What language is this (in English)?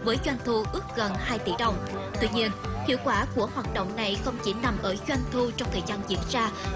Vietnamese